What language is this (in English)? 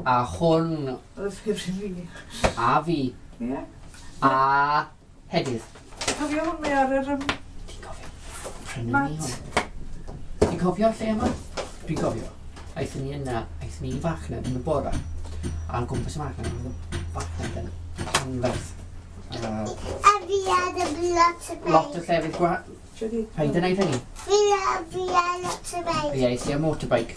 Welsh